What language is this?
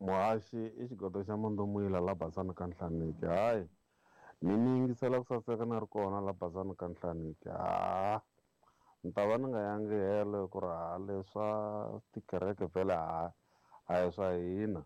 Tsonga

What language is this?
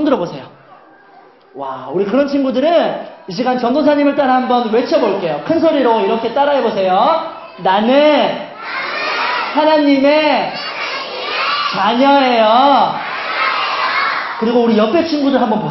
Korean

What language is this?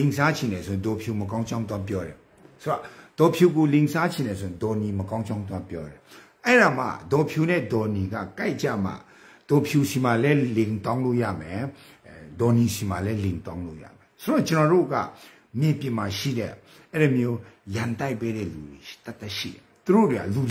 Burmese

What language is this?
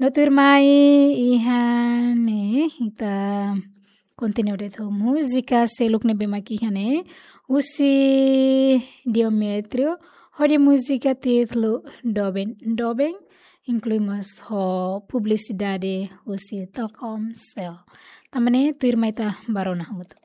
Tetum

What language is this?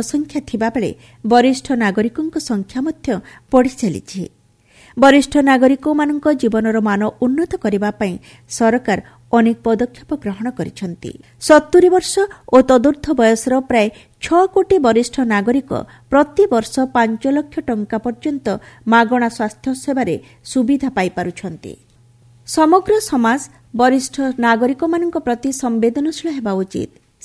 Odia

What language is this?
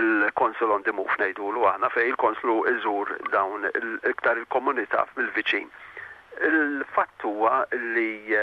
Maltese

